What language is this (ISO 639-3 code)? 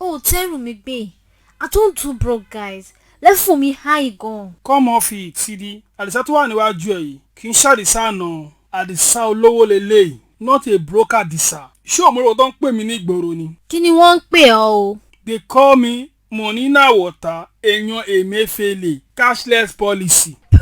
yor